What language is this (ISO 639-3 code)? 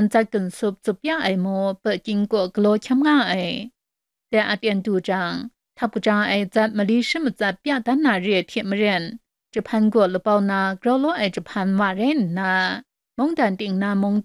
kac